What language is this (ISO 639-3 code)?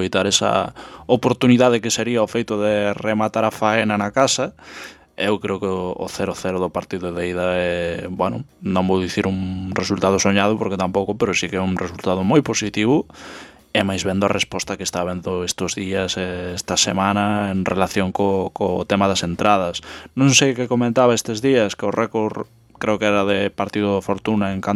glg